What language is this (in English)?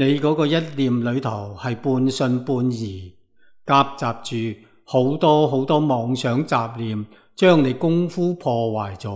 Cantonese